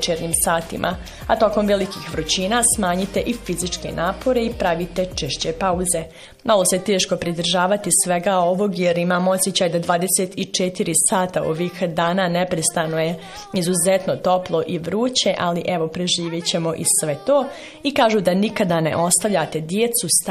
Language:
Bosnian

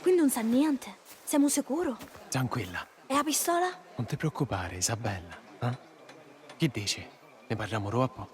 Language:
Sicilian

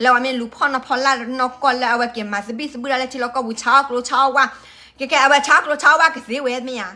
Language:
S'gaw Karen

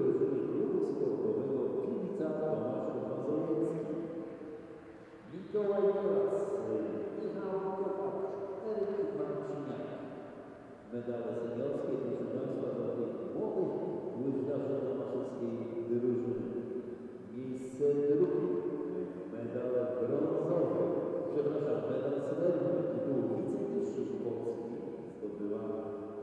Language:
Polish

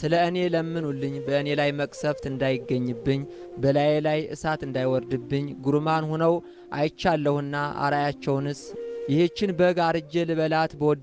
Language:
Amharic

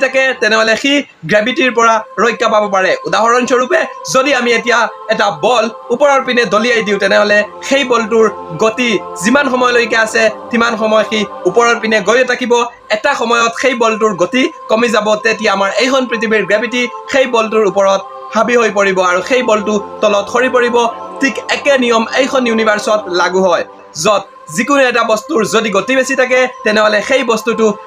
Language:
Assamese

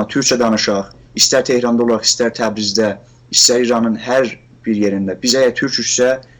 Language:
South Azerbaijani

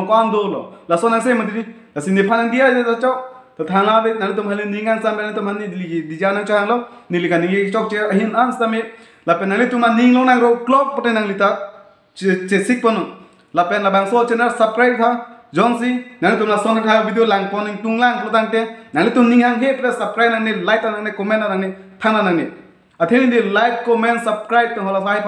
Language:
Karbi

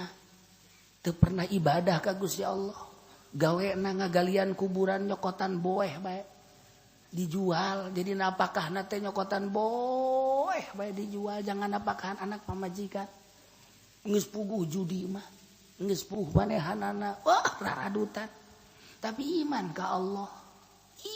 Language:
Sundanese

